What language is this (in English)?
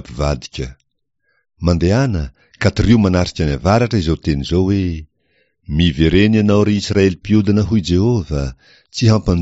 Malagasy